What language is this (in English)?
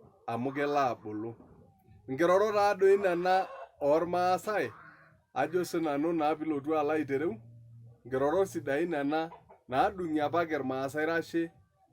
Masai